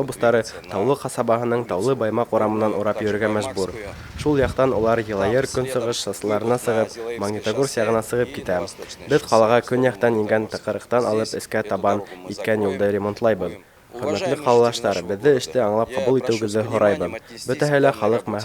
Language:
Bashkir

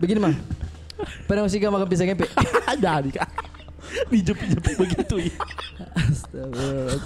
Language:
Makassar Malay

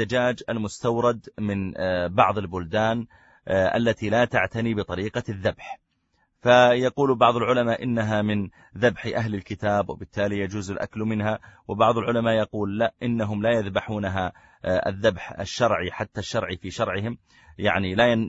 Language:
Arabic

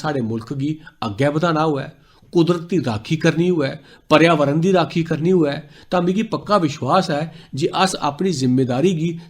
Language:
Dogri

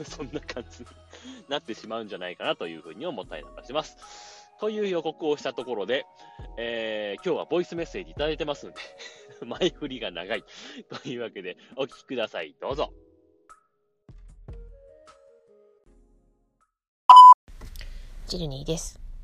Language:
Japanese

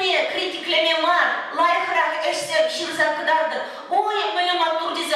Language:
Chuvash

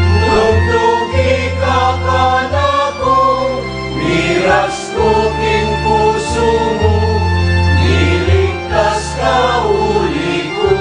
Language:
Pampanga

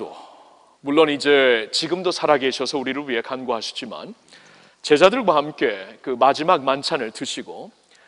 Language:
Korean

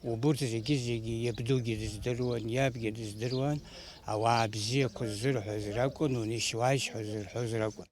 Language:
Abkhazian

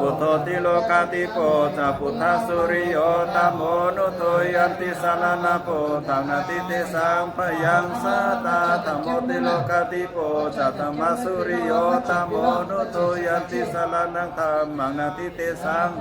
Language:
Pali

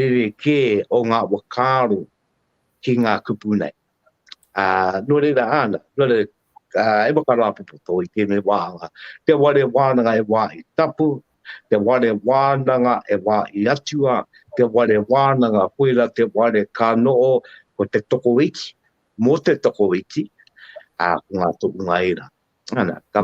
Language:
Māori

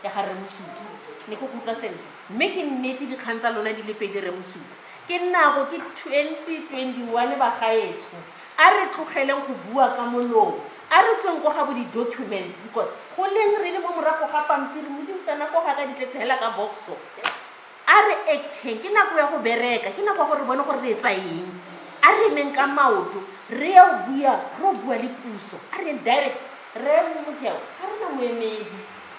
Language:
Tswana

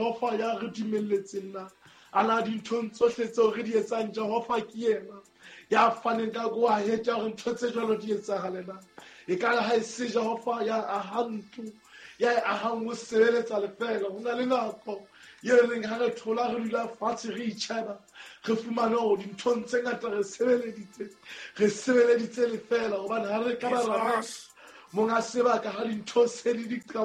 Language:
Southern Sotho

